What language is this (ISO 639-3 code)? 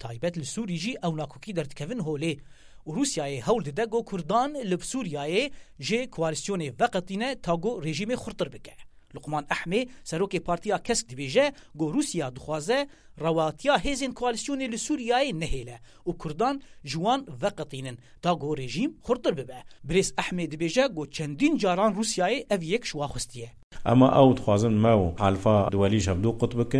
kur